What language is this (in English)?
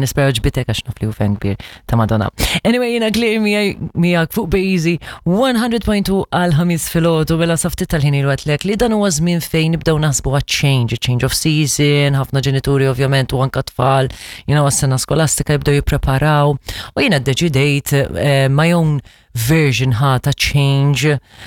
Maltese